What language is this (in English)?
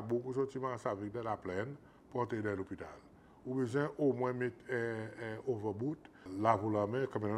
Seselwa Creole French